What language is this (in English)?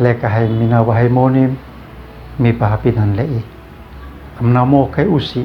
Uab Meto